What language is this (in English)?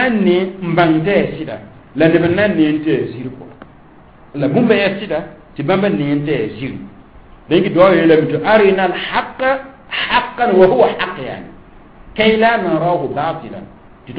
Mossi